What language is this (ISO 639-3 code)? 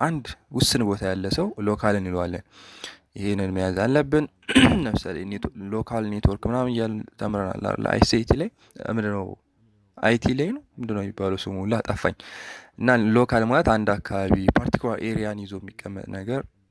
amh